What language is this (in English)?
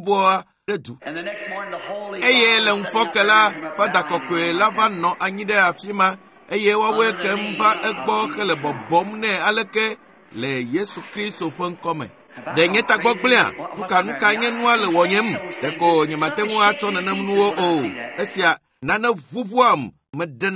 Ewe